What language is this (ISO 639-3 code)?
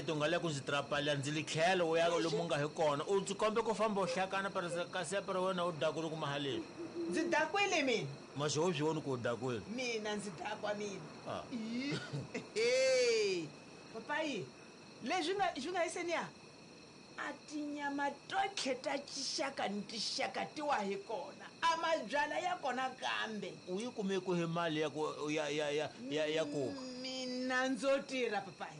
tso